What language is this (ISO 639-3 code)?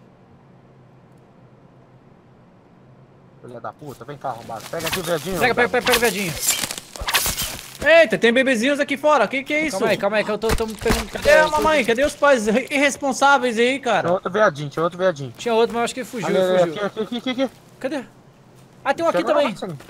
por